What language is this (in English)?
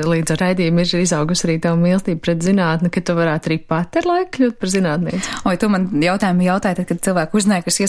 Latvian